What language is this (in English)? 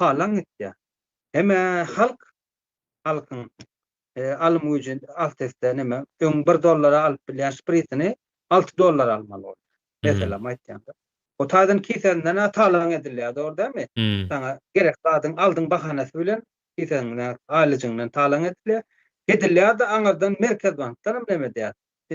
Turkmen